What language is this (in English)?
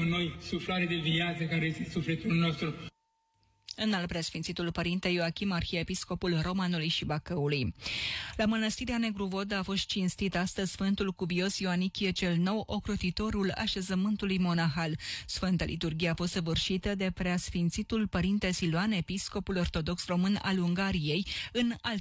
Romanian